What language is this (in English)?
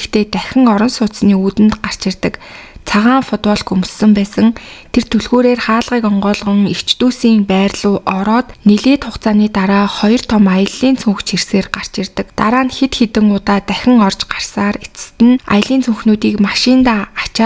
Mongolian